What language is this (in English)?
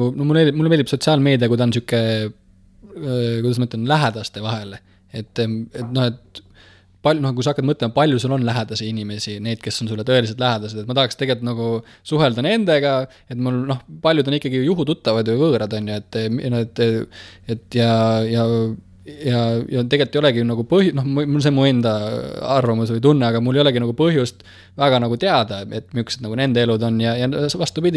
Estonian